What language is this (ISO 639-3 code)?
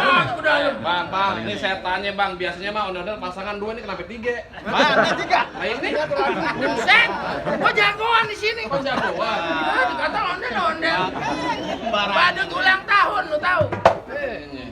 bew